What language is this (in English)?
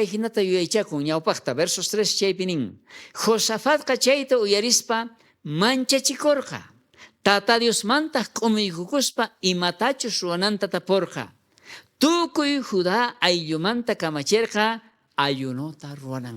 South Bolivian Quechua